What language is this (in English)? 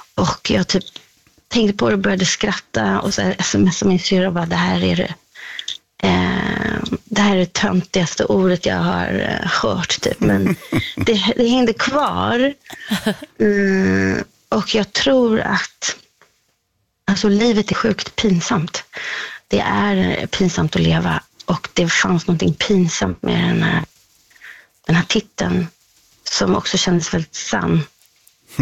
Swedish